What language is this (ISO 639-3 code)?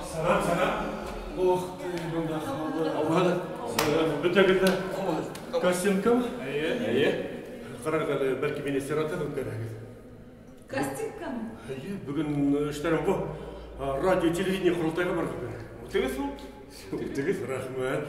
bak